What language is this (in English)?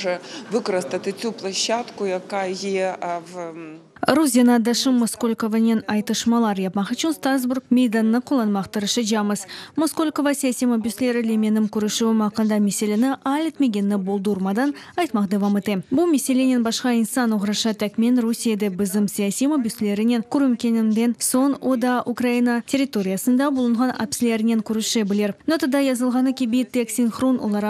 Crimean Tatar